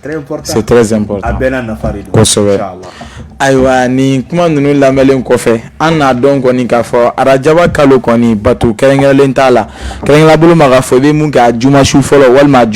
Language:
Bambara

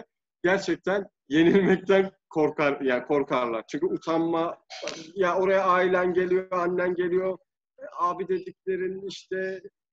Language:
Turkish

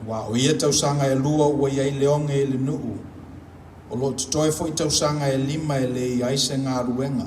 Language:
Samoan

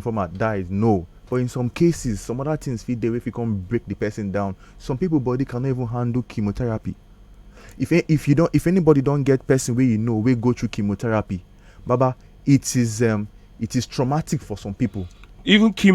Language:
Nigerian Pidgin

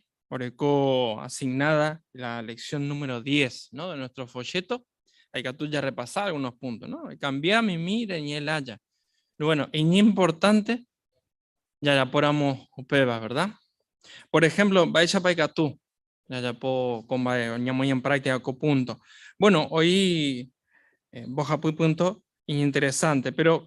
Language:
Guarani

